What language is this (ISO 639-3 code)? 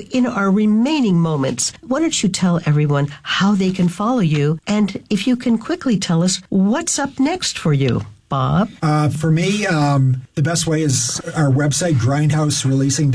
eng